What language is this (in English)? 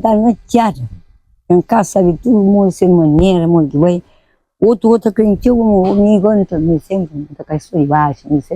Kabuverdianu